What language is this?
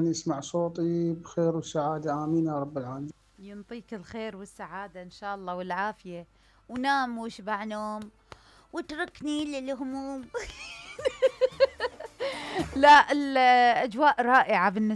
Mesopotamian Arabic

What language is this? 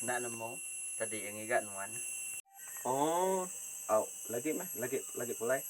Iban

